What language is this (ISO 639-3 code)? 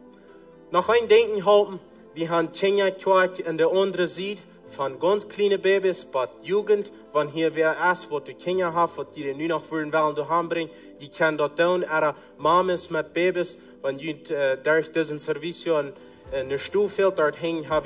pdt